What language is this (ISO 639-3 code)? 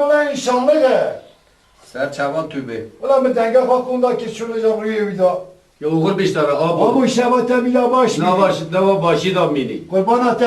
kur